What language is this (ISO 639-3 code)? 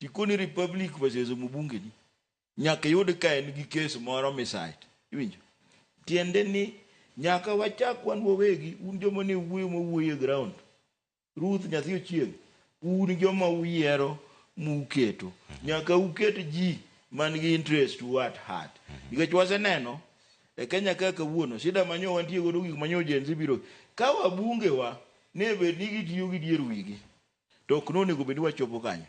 luo